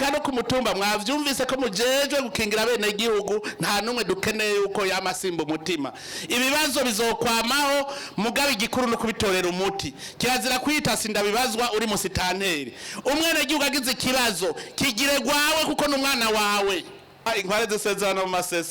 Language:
Rundi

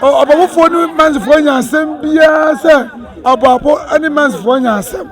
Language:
Akan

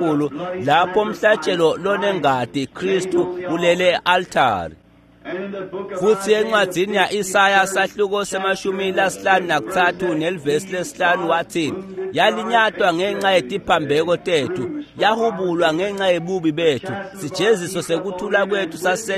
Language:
Swati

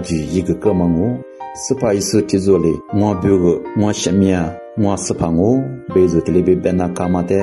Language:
Lisu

